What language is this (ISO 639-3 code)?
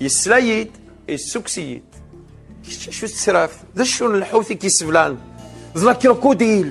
kab